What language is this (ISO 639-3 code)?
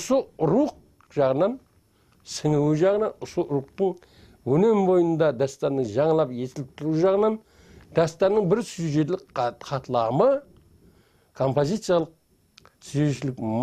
kaa